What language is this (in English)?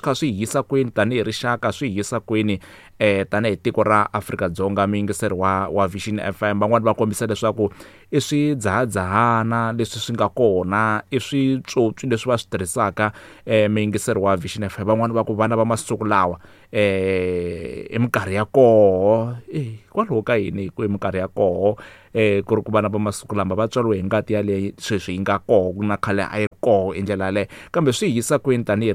Tsonga